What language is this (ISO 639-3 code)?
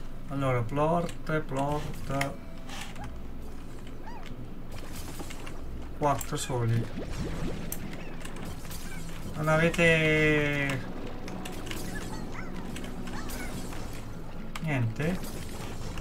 ita